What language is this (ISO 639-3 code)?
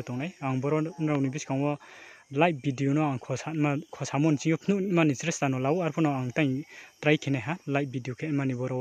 ria